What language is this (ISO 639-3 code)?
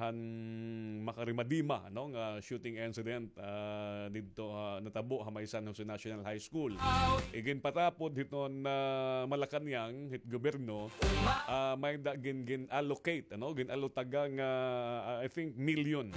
war